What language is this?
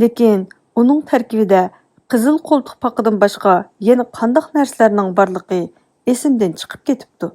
Uyghur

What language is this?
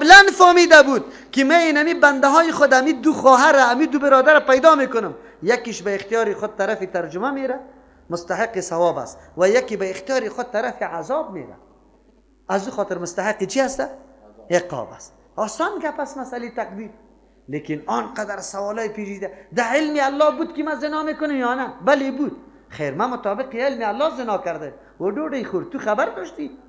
Persian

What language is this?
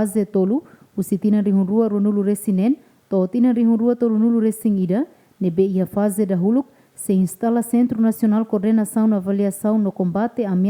Tetum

